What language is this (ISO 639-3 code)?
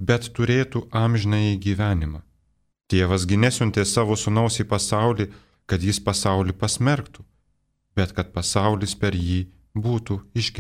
lit